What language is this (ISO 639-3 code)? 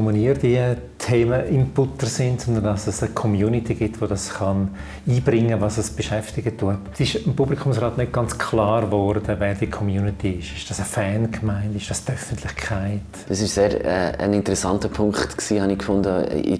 gsw